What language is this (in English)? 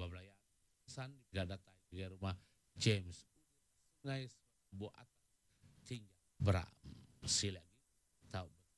Iban